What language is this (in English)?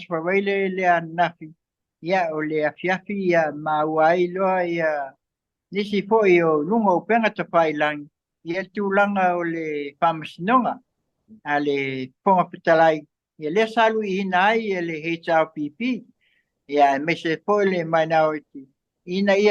Samoan